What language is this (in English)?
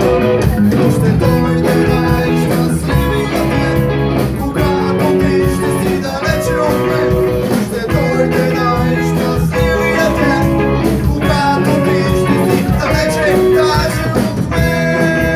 Bulgarian